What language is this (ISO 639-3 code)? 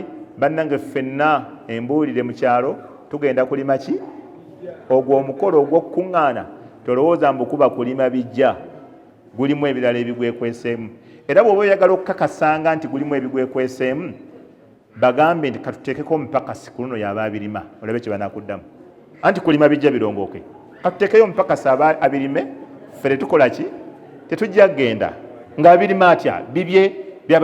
lug